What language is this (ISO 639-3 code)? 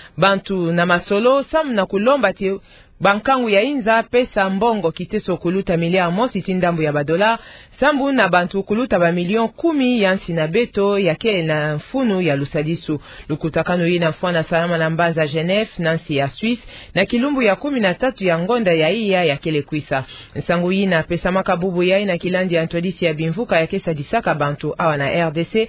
ktu